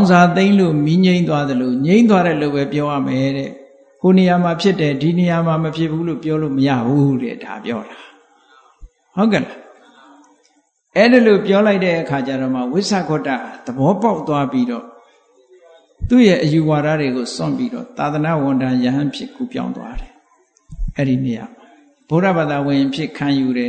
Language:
Burmese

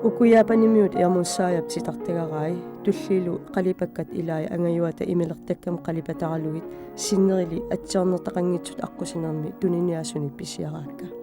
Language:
Kalaallisut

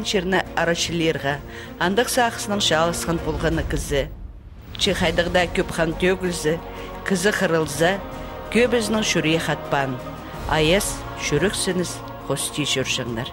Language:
Khakas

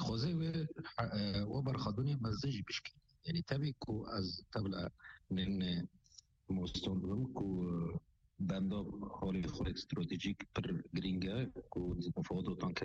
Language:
Kurdish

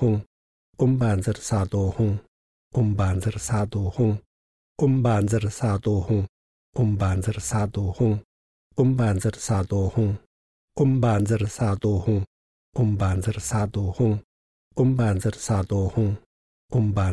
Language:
Estonian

